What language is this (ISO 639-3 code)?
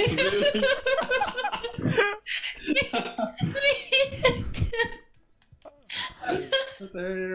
swe